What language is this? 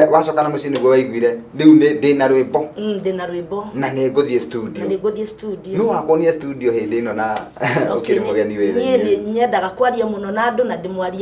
Kikuyu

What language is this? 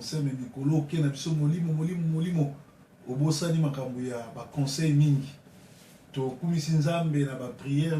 Lingala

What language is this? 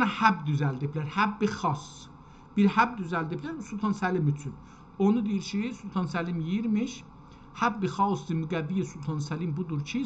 South Azerbaijani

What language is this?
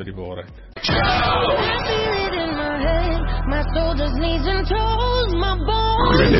Afrikaans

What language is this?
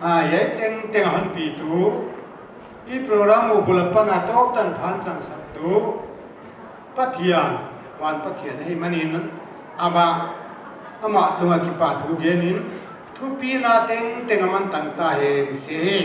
Paite Chin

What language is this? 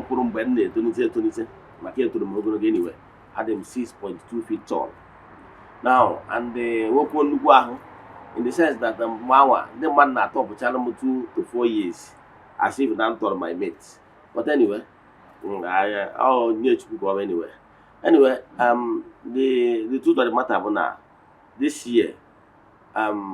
Igbo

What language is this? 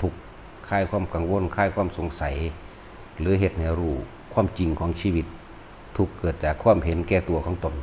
Lao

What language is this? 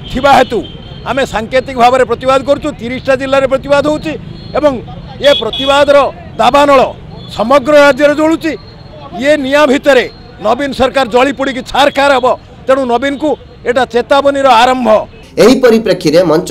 Odia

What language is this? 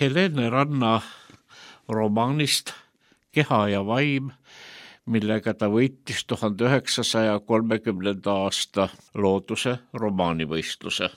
Estonian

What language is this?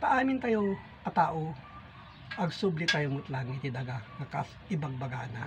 Iloko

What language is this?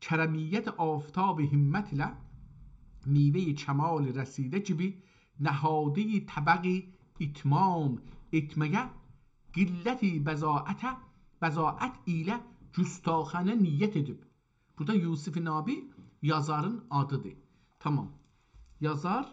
South Azerbaijani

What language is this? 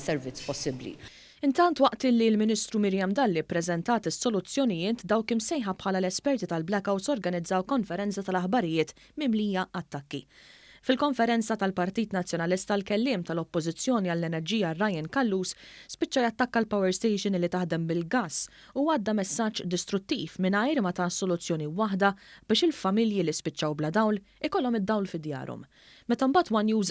Maltese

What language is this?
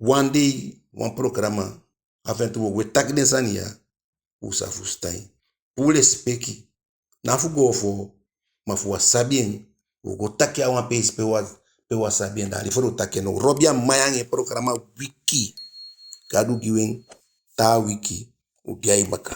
Eastern Maroon Creole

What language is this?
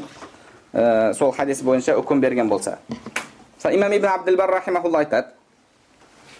Kazakh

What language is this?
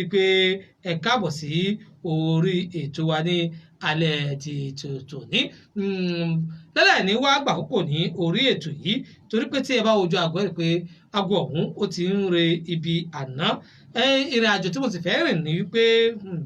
Yoruba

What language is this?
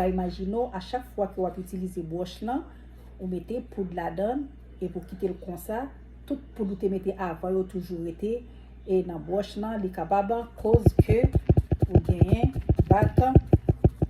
Haitian Creole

